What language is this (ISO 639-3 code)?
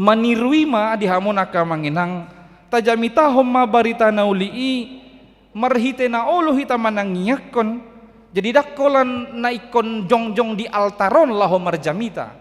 bbc